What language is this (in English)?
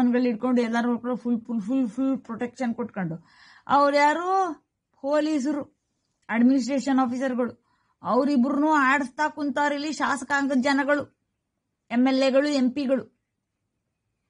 Kannada